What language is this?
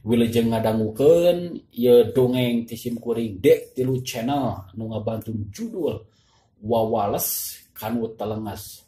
Sundanese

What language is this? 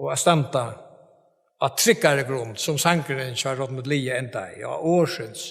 Faroese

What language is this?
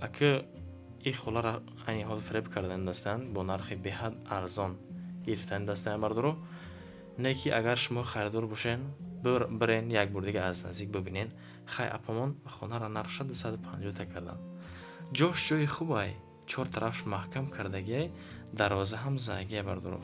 Tajik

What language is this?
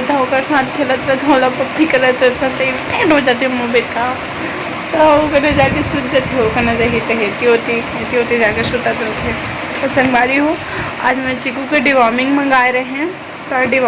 Chhattisgarhi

